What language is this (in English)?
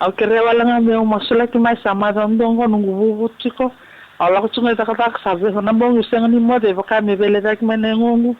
Fijian